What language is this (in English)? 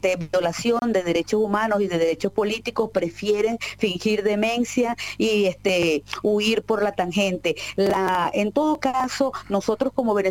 Spanish